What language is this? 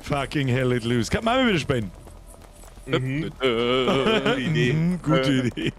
Bavarian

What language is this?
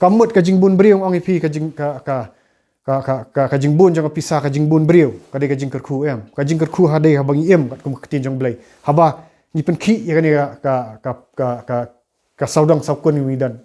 Khasi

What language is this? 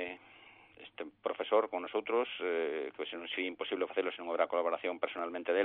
Galician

